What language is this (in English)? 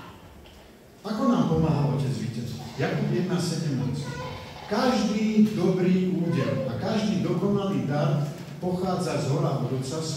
Slovak